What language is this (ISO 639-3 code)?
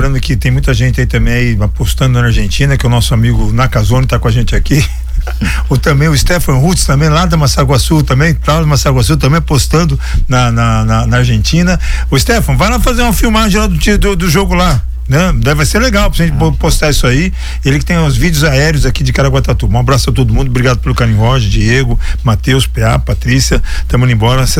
por